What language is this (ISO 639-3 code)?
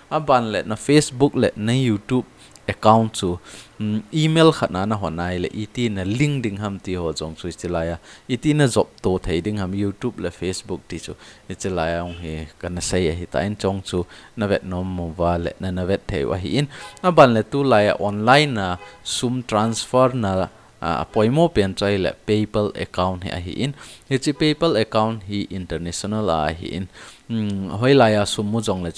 tcz